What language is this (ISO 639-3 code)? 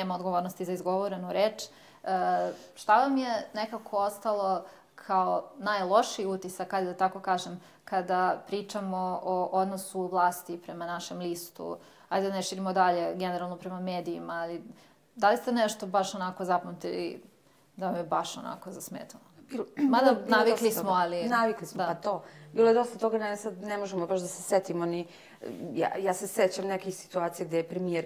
srp